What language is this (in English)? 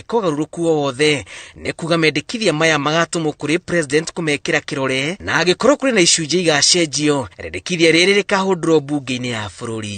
Kikuyu